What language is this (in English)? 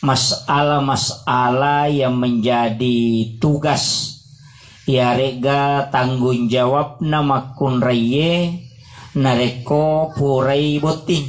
Buginese